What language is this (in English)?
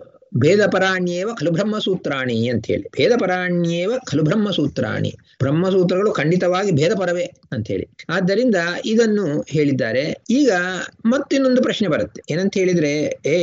Kannada